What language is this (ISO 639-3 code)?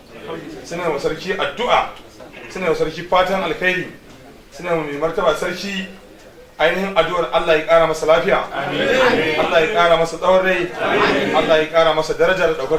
hau